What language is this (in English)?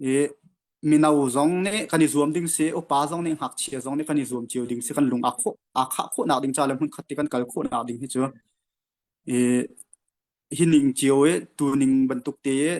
Hakha Chin